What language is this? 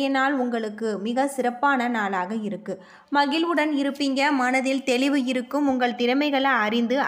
Tamil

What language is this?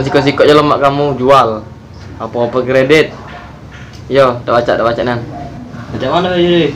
Musi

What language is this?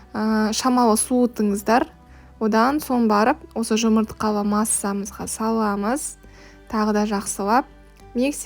Kazakh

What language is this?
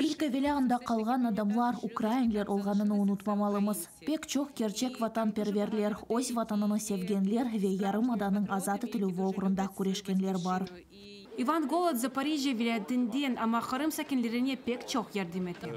Crimean Tatar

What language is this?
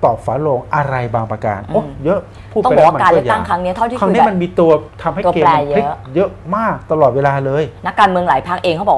Thai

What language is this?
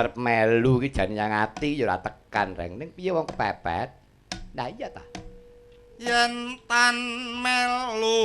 Javanese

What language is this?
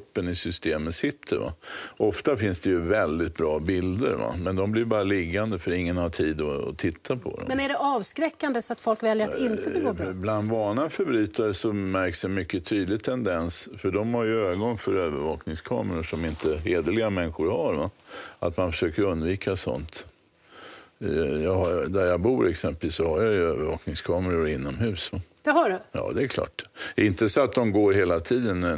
Swedish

